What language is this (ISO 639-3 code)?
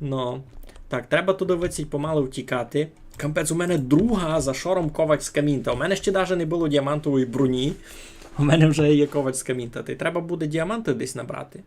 rue